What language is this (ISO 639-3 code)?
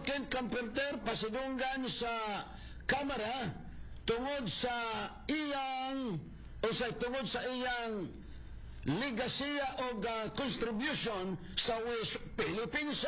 ceb